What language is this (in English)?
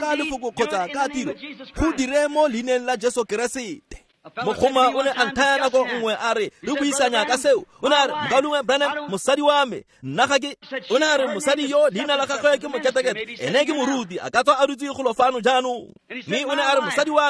Tswana